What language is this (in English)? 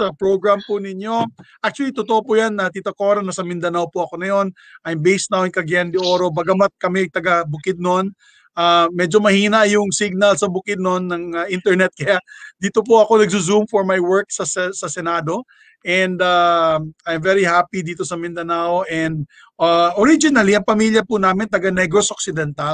Filipino